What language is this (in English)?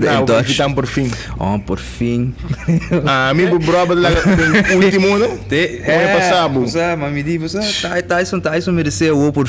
Papiamento